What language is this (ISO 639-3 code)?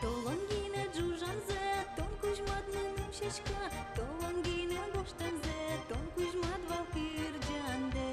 udm